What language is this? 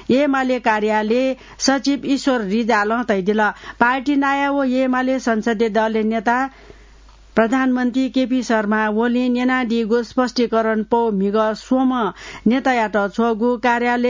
Newari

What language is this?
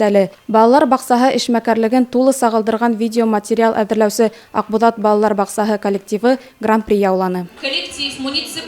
Bashkir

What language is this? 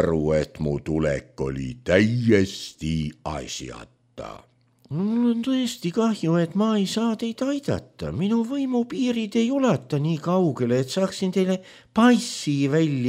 Estonian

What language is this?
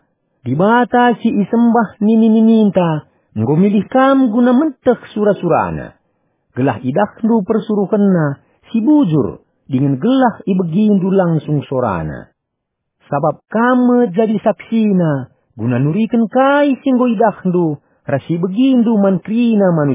Batak Karo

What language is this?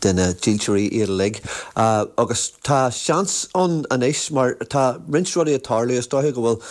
Irish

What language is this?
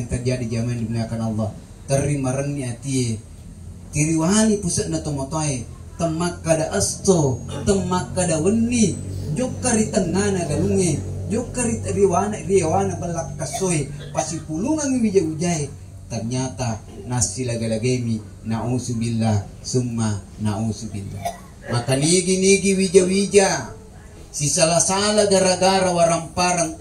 Buginese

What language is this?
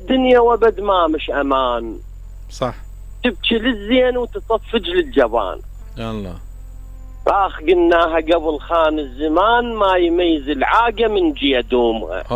Mesopotamian Arabic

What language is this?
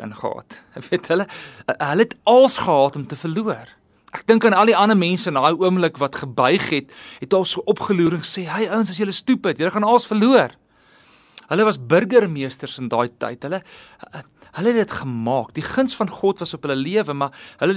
Afrikaans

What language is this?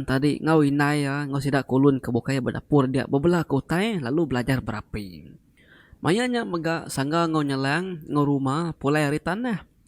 Iban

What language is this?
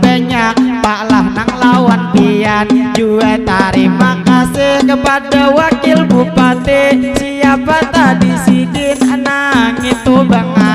Banjar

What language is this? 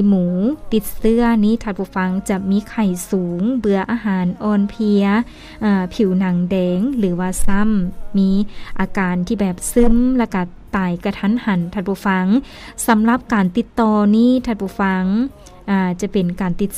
Lao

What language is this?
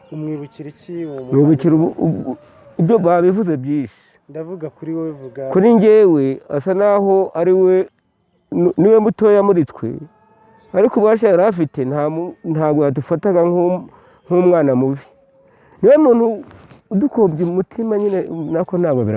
Kinyarwanda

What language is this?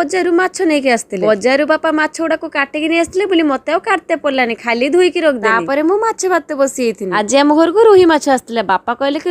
Odia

